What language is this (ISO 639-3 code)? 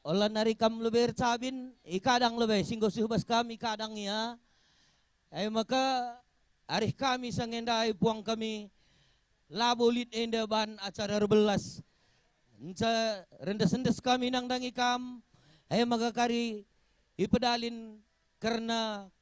btx